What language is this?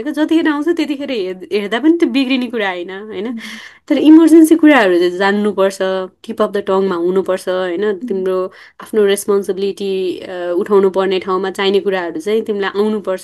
Nepali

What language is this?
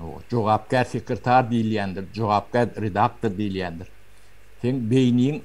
Turkmen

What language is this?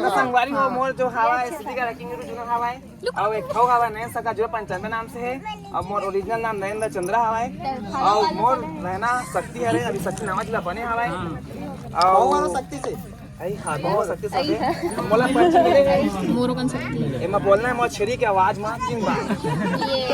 Chhattisgarhi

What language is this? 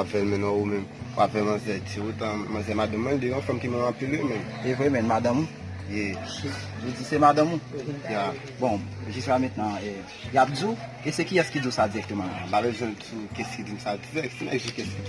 Haitian Creole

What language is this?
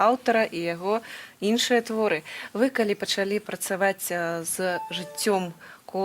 Belarusian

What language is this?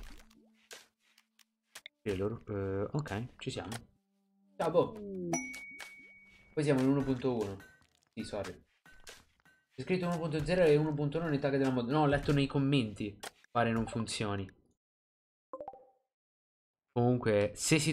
Italian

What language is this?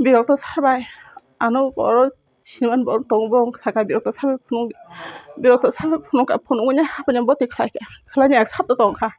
Kok Borok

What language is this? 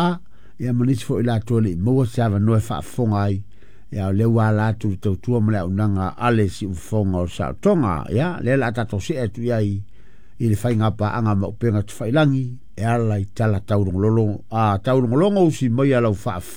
Samoan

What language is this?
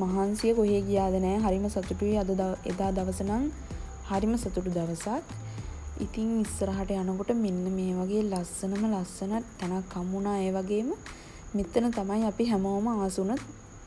Sinhala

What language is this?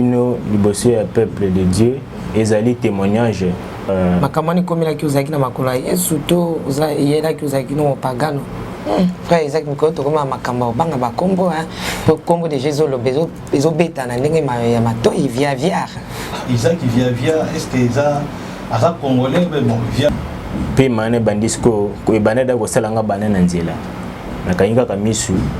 Lingala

